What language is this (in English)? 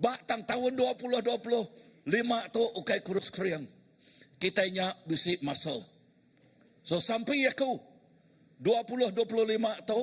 Iban